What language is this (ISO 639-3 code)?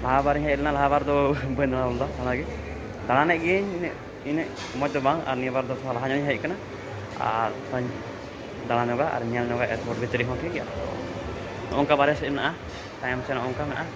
sat